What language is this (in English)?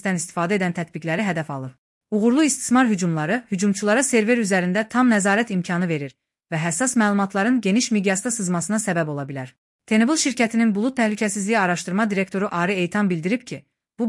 Azerbaijani